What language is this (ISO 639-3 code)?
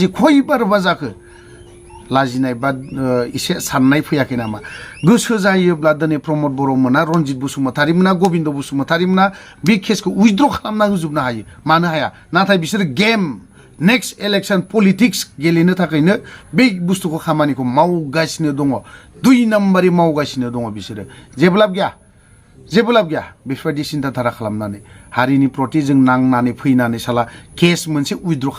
brx